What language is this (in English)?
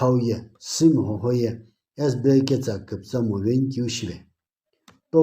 Sumi Naga